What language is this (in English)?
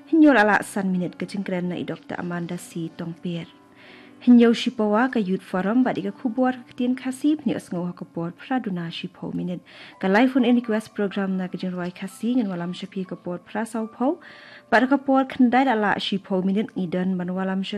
Khasi